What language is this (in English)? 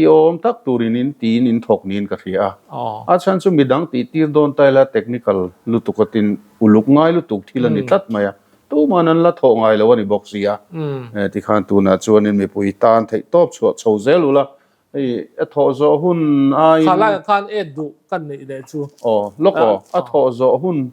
Mizo